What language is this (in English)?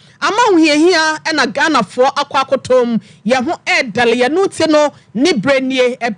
Akan